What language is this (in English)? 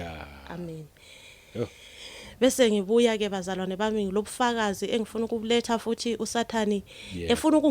Zulu